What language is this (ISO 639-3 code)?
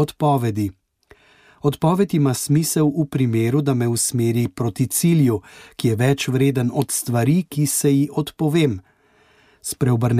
slv